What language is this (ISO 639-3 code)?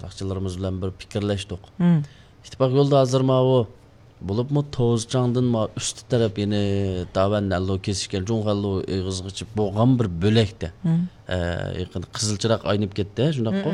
uig